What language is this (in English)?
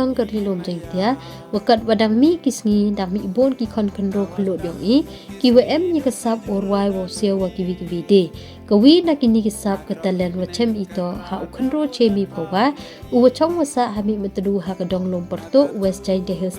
Pnar